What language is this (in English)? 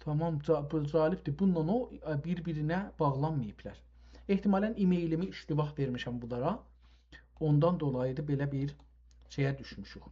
South Azerbaijani